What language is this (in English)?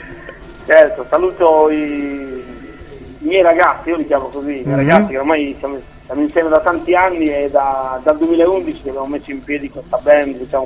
Italian